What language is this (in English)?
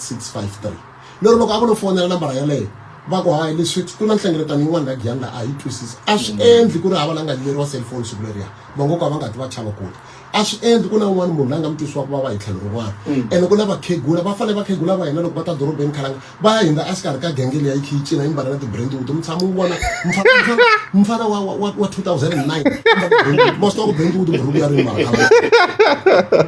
Tsonga